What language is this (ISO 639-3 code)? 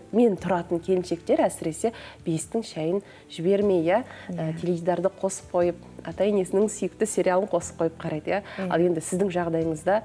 kaz